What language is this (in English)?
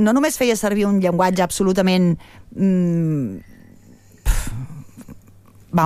Catalan